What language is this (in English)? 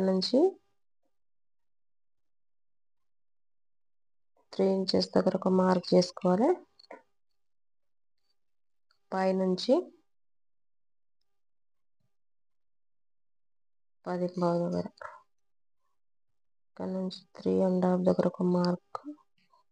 Telugu